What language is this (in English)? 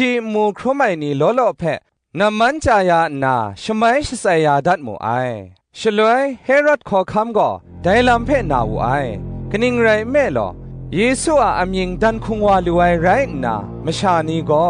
Kachin